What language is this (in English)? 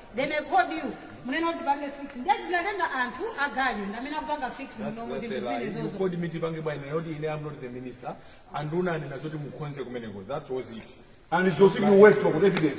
Nyanja